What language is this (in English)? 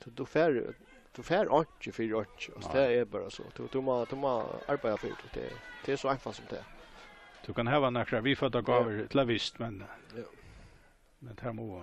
Faroese